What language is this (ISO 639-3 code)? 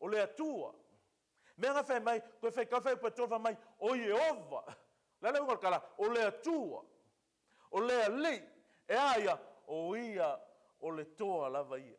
smo